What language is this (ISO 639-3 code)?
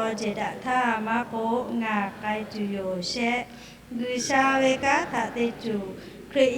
lhu